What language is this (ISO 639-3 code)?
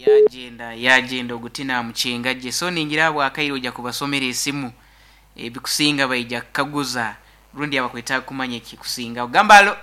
nyn